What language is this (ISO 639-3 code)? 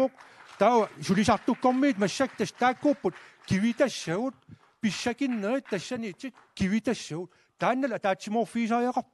kal